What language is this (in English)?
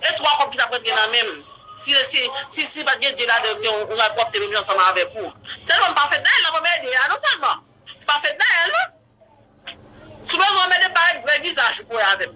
Haitian Creole